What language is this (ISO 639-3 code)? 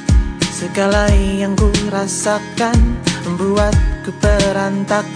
ind